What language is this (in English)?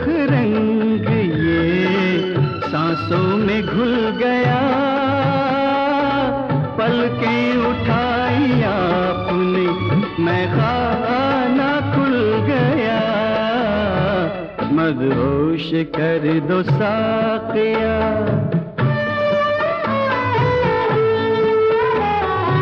Hindi